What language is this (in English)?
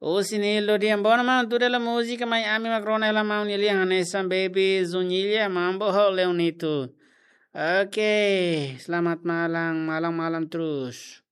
Tetum